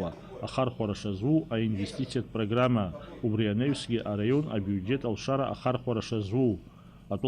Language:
Abkhazian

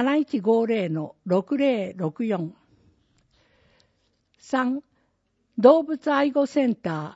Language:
Japanese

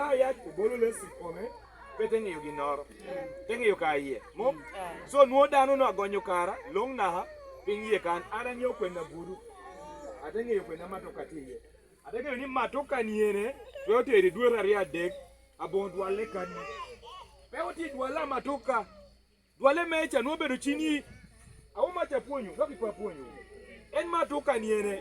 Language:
Lango (Uganda)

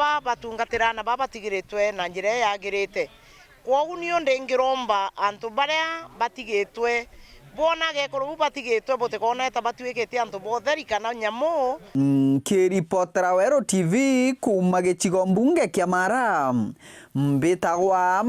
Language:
Meru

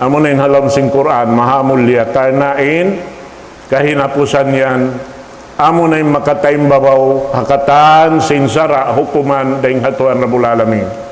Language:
Tausug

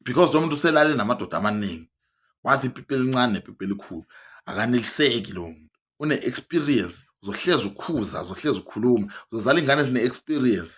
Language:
Zulu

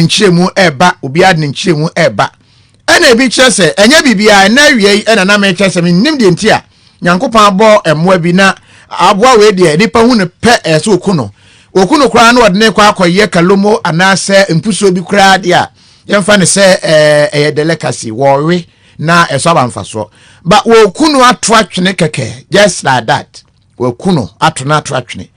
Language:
Akan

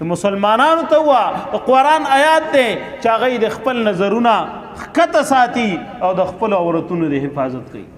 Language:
Pashto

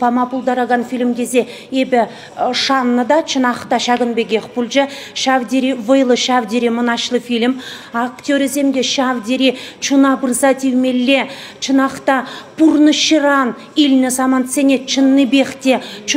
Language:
Chuvash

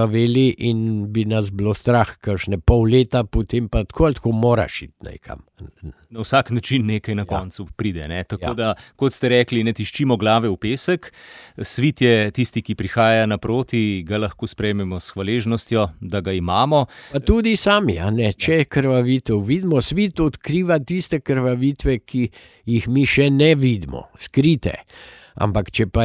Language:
Slovenian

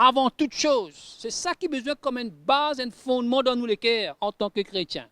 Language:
Morisyen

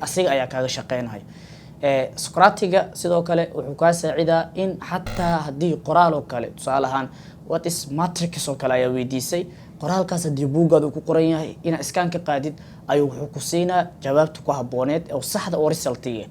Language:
Somali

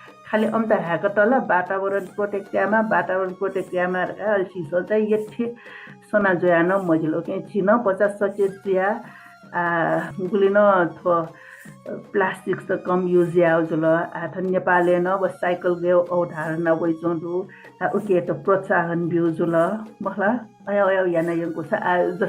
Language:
Newari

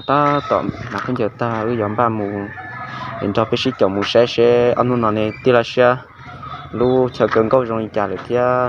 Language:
Hmong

